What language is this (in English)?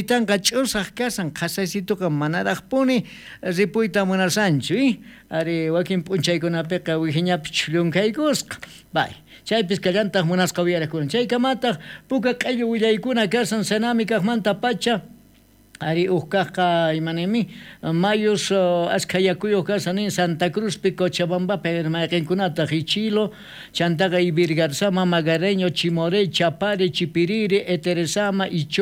South Bolivian Quechua